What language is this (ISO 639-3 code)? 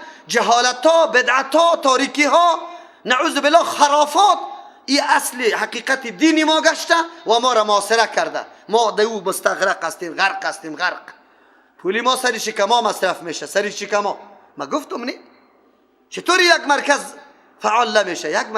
fas